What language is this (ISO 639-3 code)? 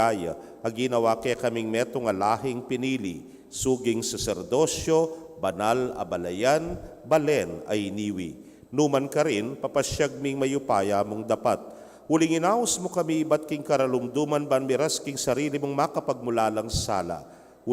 pam